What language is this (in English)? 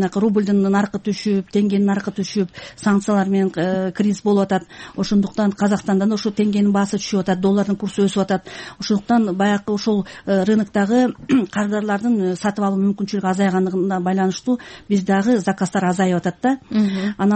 Kyrgyz